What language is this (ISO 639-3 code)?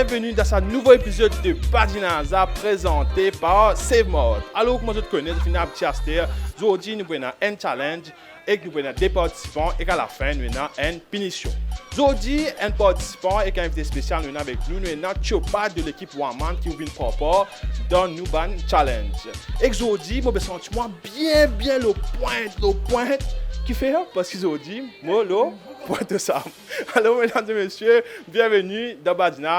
mfe